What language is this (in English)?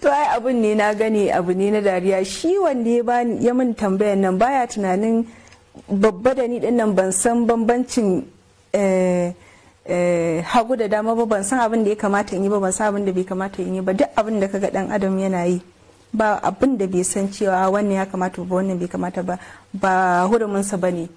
Hausa